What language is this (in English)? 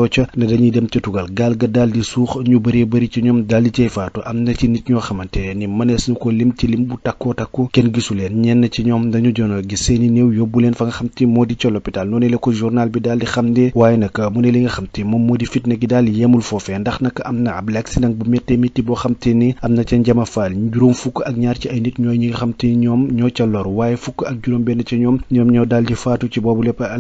Wolof